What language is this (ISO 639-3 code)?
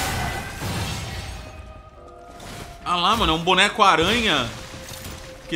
por